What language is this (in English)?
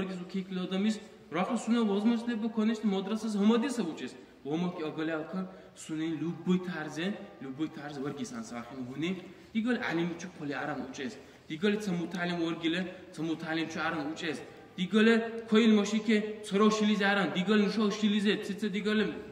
Dargwa